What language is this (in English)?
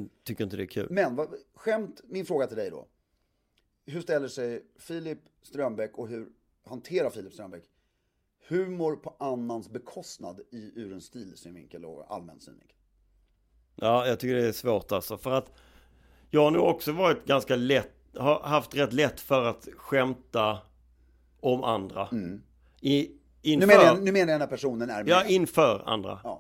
Swedish